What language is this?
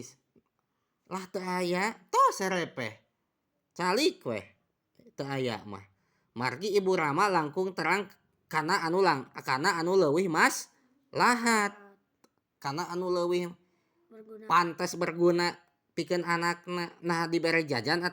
Sundanese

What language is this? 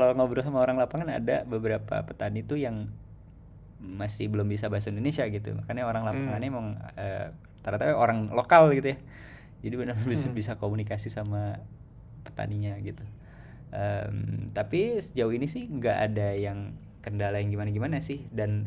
Indonesian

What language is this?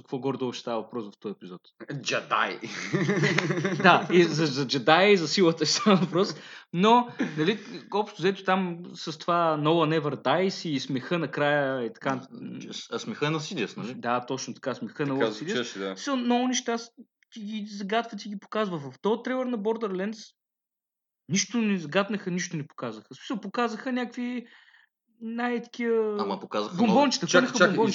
Bulgarian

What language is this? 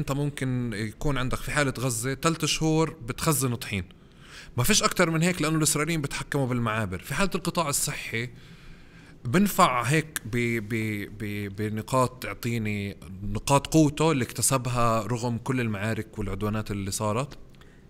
North Levantine Arabic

